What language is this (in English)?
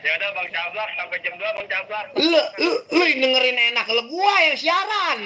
Betawi